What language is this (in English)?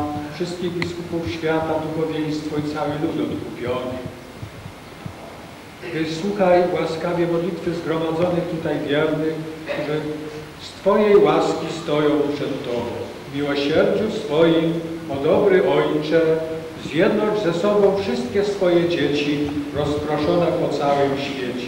Polish